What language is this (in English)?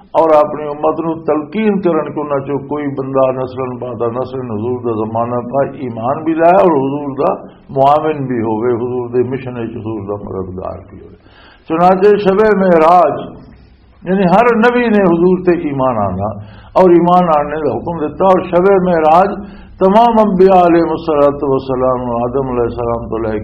Western Panjabi